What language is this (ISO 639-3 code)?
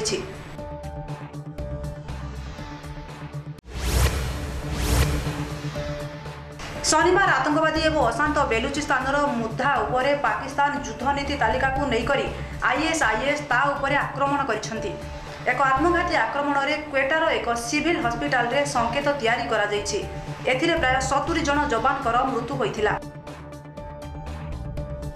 ori